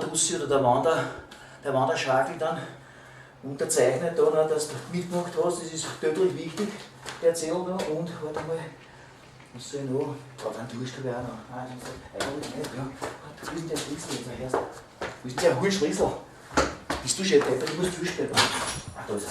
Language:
Bavarian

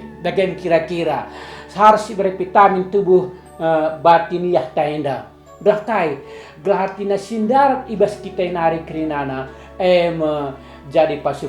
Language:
Batak Karo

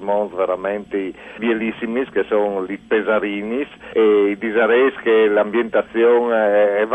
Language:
Friulian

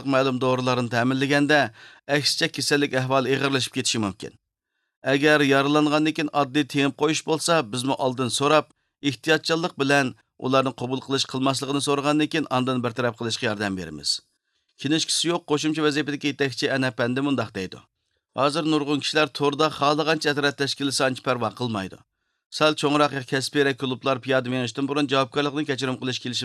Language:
Uyghur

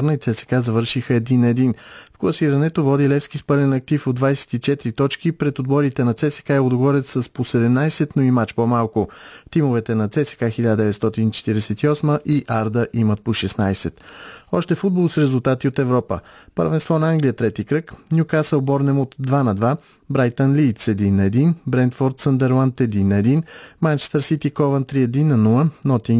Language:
Bulgarian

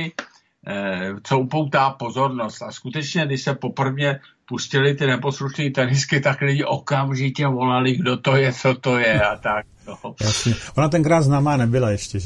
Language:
Czech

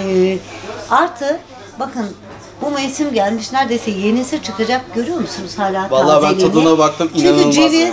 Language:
Turkish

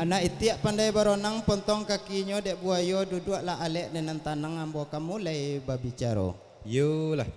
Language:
Minangkabau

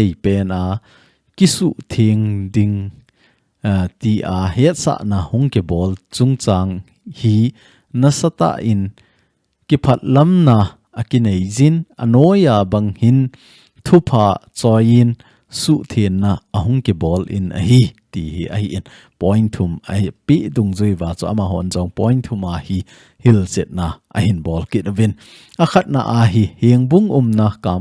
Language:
Thado Chin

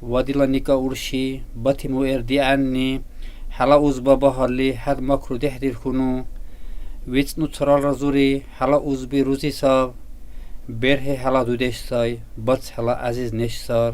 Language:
Dargwa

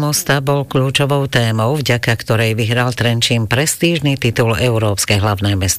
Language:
Slovak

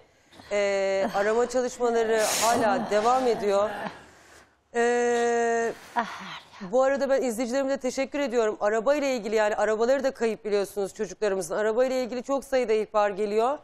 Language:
Turkish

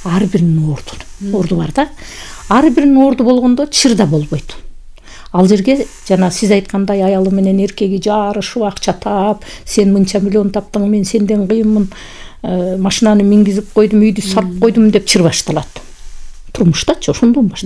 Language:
Kyrgyz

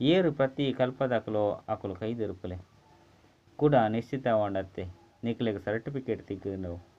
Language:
Tulu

